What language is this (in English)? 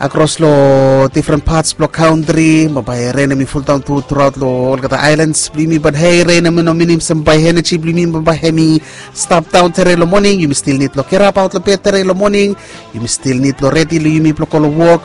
Bislama